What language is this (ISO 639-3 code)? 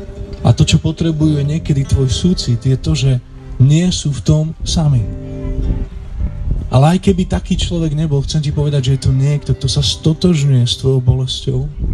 slk